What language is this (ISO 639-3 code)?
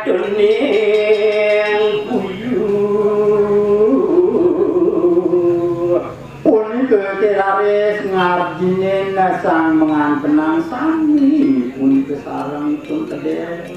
ban